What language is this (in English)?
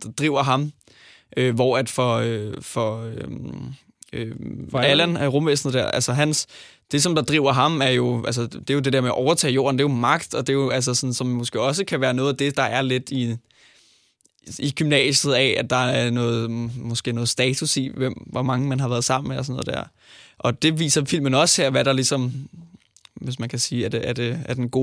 Danish